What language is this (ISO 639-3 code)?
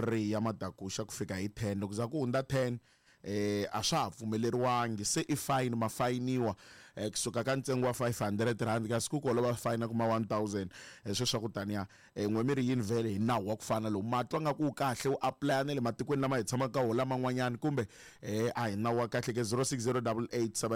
tso